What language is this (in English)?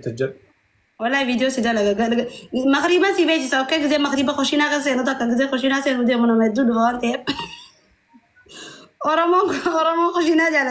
Oromo